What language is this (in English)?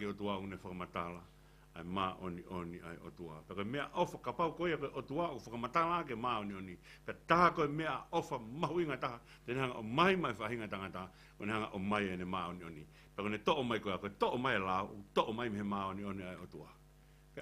Tongan